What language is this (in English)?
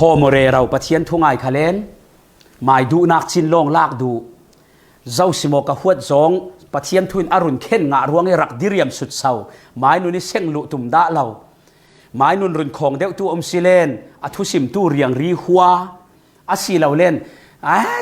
Falam Chin